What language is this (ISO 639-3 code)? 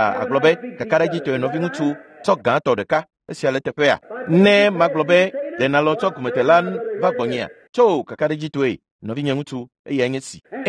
ewe